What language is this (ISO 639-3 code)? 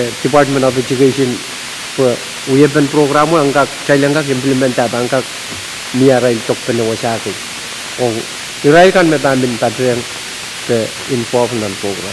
pon